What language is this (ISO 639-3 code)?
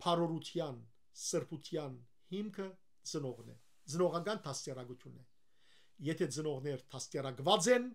hyw